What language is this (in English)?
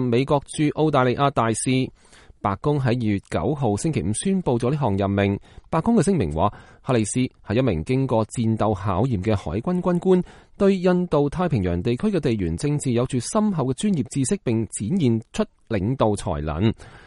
Cantonese